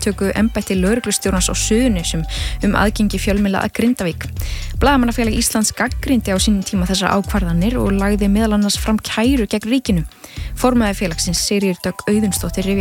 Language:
Icelandic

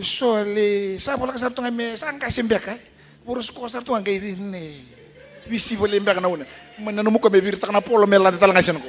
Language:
Fijian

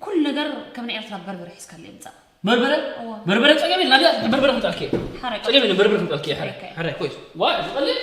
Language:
Tigrinya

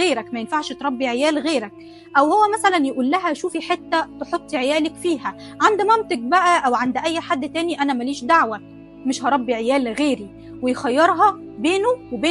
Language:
Egyptian Arabic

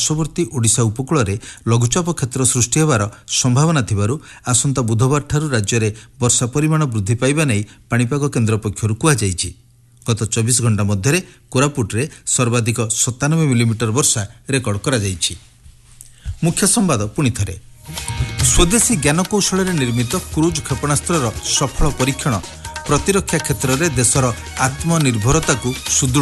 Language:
Odia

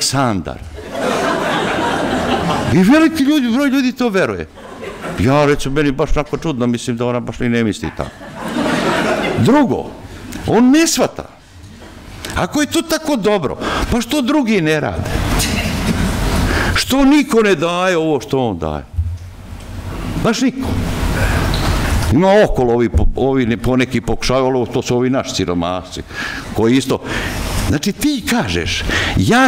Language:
Serbian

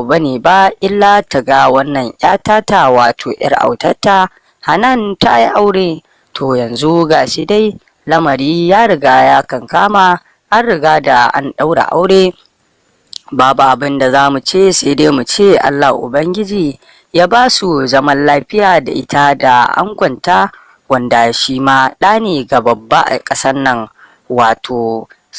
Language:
Hausa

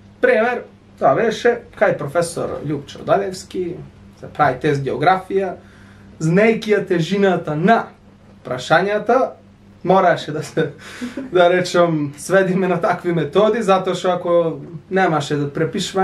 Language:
Macedonian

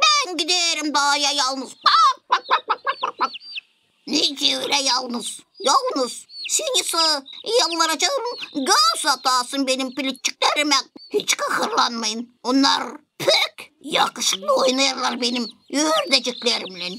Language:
Gagauz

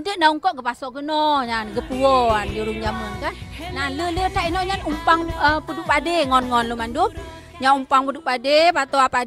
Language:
Achinese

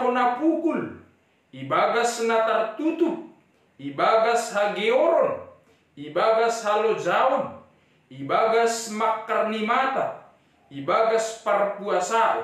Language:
Batak Simalungun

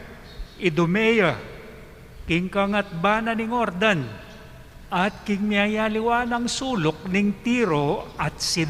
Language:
Pampanga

